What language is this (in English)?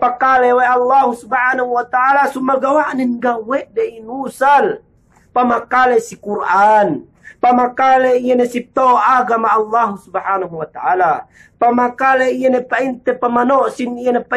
Yakan